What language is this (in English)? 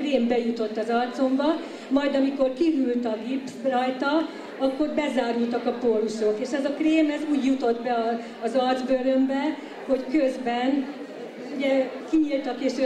Hungarian